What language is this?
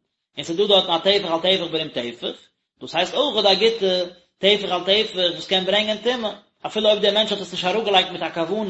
Yiddish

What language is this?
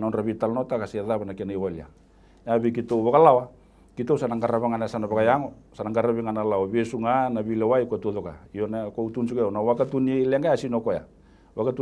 Fijian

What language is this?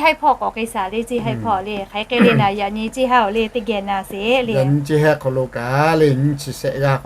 Lahu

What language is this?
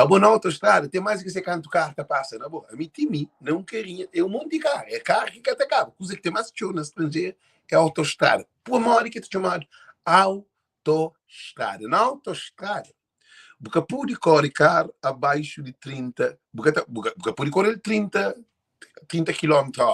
Kabuverdianu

